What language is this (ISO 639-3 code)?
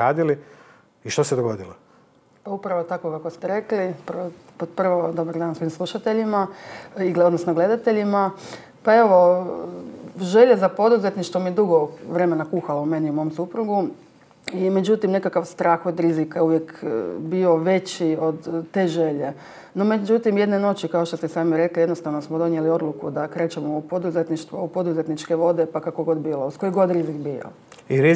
hrv